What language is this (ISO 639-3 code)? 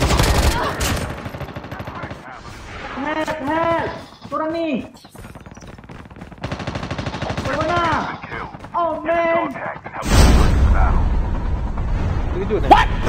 msa